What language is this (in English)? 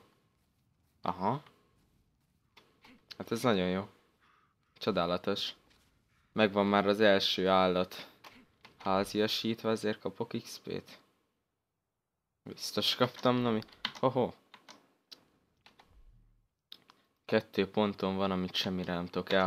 Hungarian